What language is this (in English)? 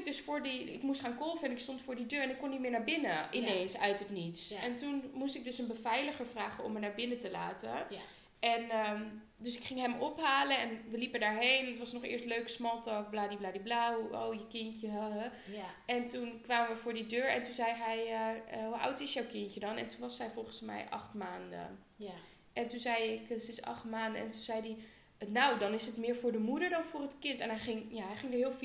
Dutch